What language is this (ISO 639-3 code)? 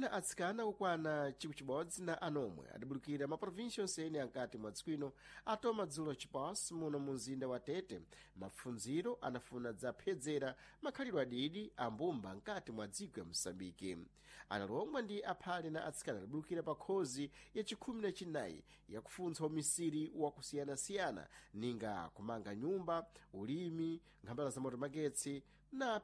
seh